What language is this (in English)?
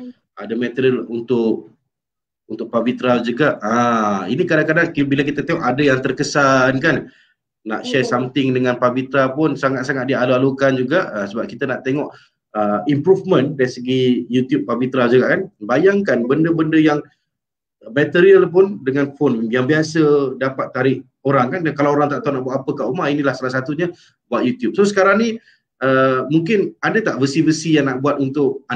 Malay